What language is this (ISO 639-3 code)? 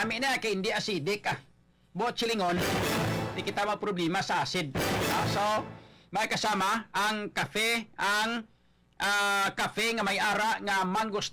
hil